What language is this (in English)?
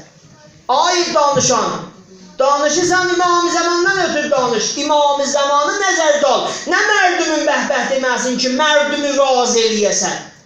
South Azerbaijani